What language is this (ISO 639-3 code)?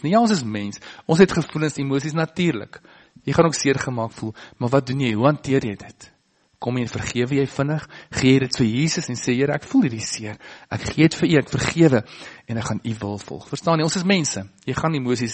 afr